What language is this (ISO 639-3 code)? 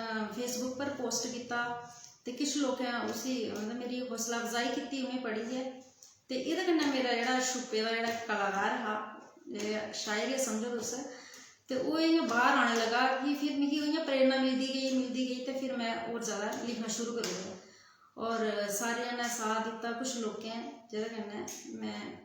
doi